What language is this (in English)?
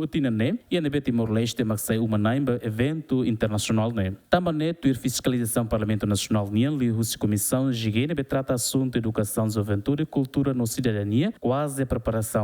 Tetum